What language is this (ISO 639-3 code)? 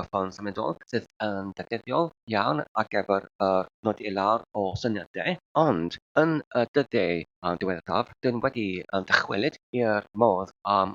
cym